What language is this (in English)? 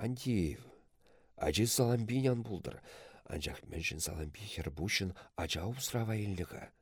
Chuvash